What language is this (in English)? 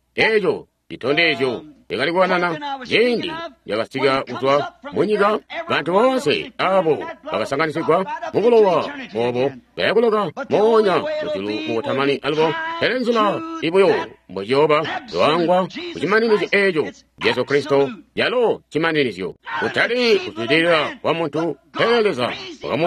Tonga (Zambia)